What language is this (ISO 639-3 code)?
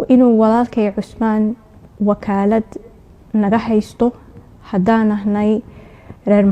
som